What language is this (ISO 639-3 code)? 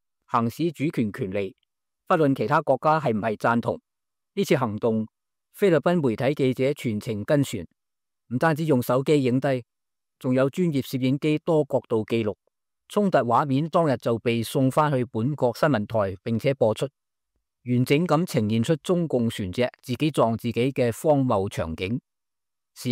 yue